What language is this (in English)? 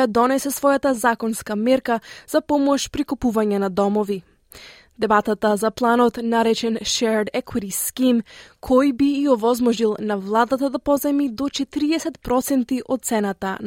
Macedonian